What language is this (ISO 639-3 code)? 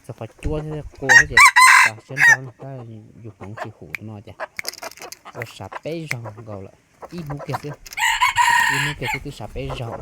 hmn